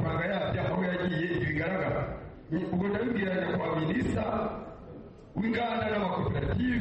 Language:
Kinyarwanda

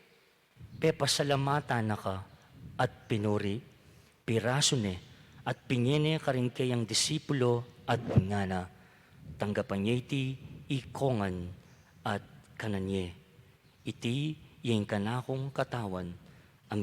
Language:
Pampanga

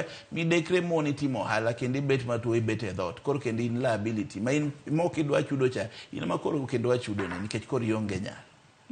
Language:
Luo (Kenya and Tanzania)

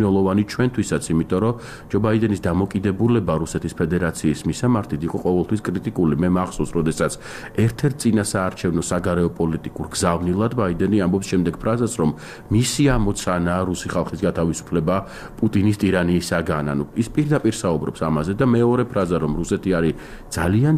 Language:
Georgian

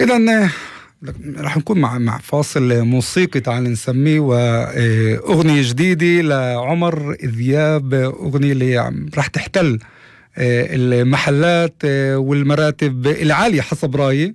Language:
North Levantine Arabic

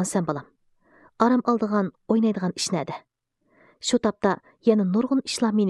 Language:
Uyghur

